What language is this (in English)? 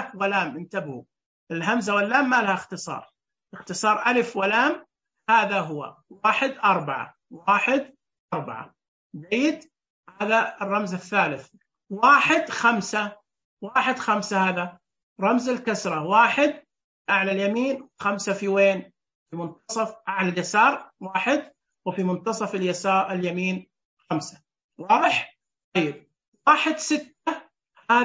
Najdi Arabic